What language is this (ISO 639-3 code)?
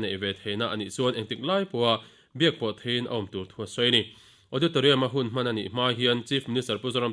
lus